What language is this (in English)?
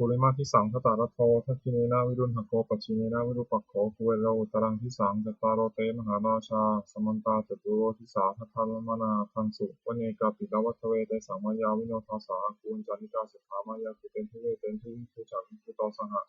Pali